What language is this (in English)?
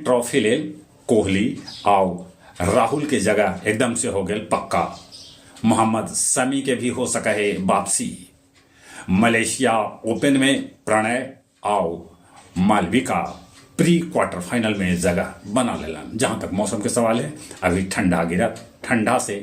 Magahi